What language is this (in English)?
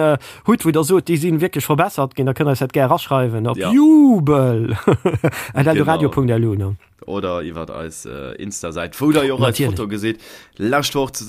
Luxembourgish